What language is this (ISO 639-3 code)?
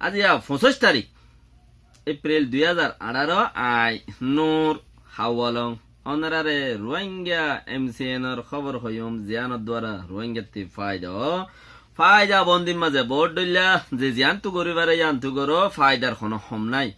rhg